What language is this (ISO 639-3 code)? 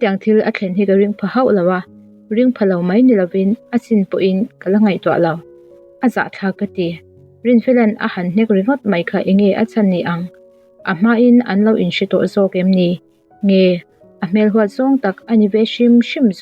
lus